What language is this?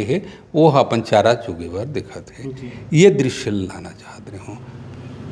Chhattisgarhi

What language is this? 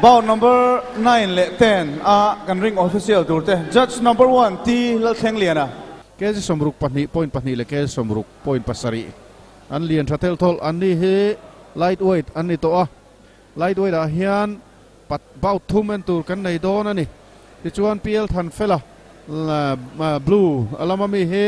Mizo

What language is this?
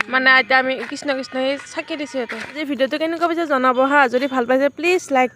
Assamese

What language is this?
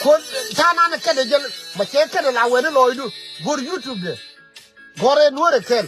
Nuer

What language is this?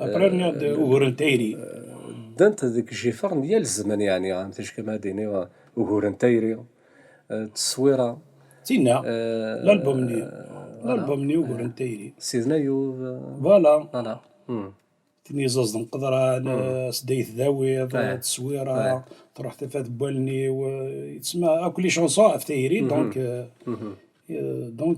Kabyle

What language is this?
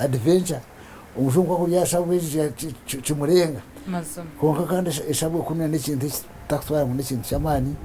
Nyankole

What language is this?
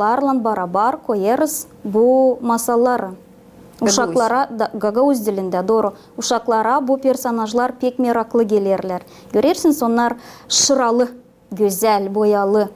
Gagauz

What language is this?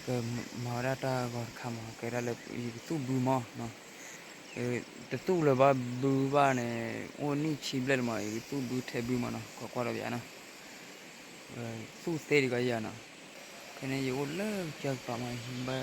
S'gaw Karen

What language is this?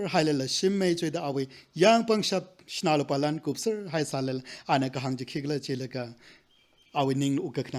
Tangkhul Naga (India)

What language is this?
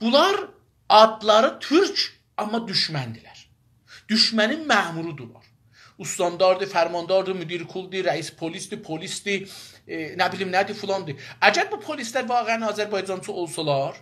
South Azerbaijani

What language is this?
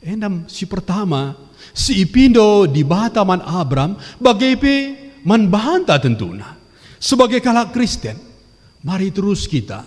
Batak Karo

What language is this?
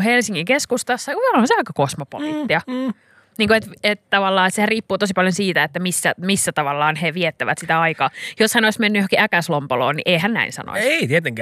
Finnish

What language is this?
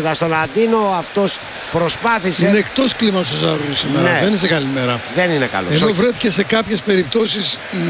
Greek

